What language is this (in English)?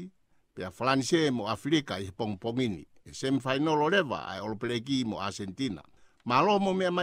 Tongan